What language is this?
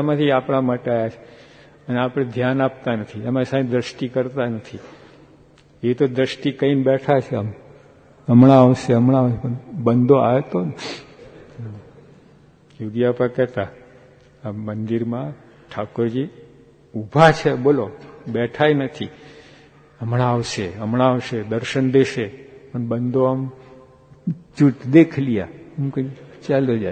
Gujarati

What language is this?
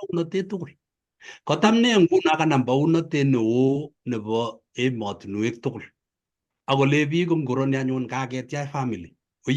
Kalenjin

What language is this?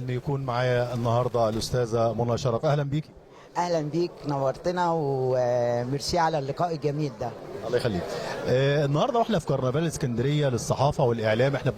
Egyptian Arabic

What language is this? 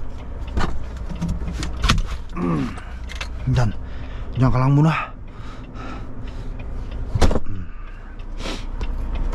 Filipino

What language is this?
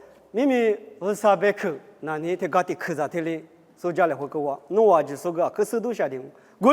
Lisu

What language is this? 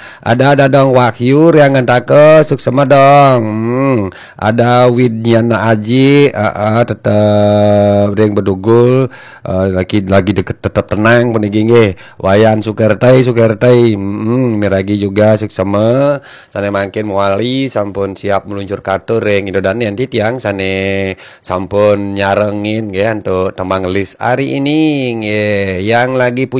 Balinese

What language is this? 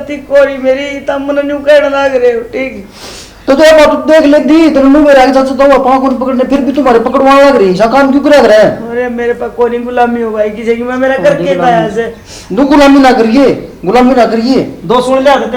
Haryanvi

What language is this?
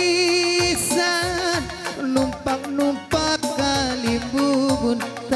Batak Karo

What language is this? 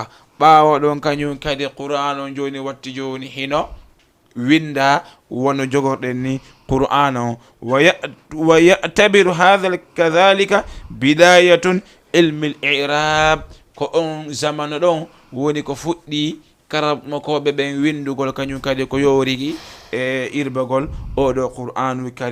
Fula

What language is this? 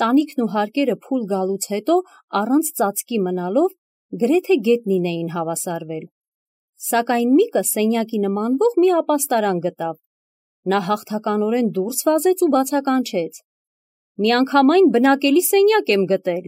Armenian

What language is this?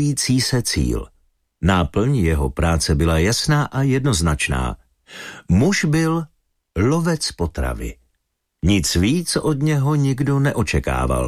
Czech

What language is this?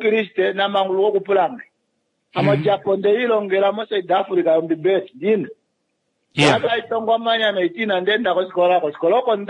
Kuanyama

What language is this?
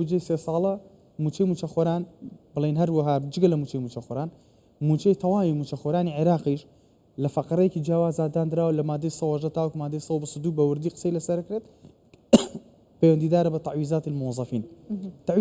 Central Kurdish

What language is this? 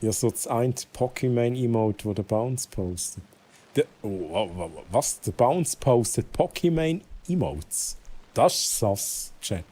Swiss German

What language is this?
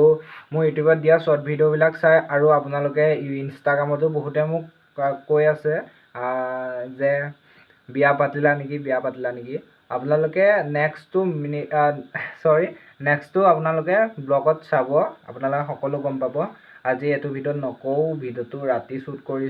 Assamese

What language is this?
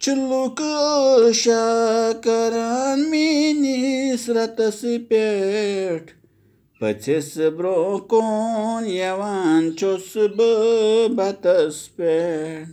Kashmiri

